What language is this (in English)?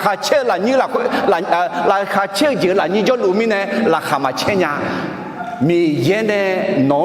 Akha